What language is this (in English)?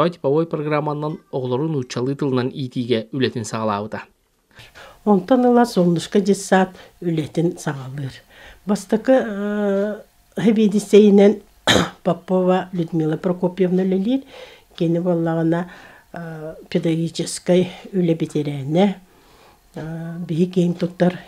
Yakut